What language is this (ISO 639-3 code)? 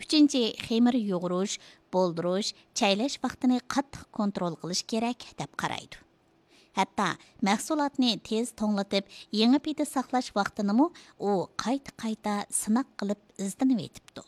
uig